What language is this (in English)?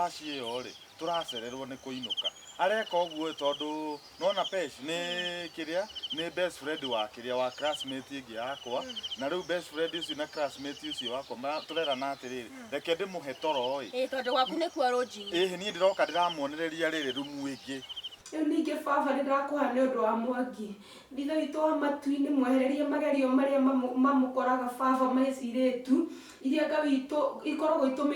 Kikuyu